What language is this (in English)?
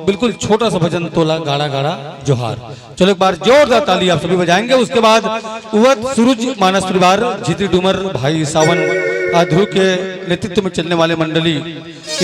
Chhattisgarhi